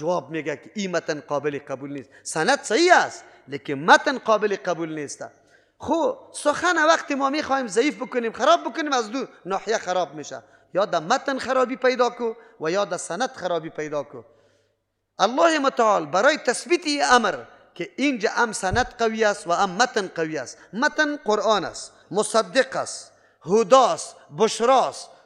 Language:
Persian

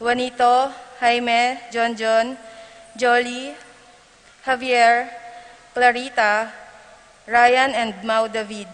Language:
Pampanga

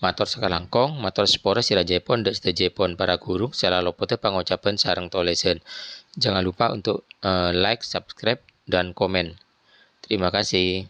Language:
Madurese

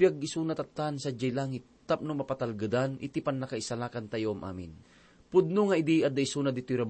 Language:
Iloko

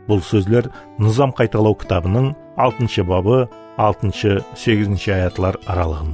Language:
Kara-Kalpak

